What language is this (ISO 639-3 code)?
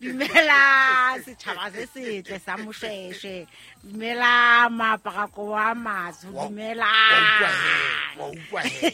sot